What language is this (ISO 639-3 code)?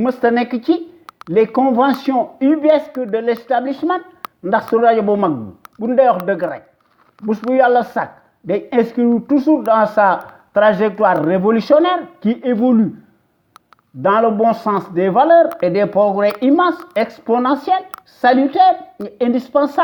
wol